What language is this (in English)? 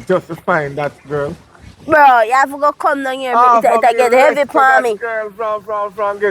Jamaican Creole English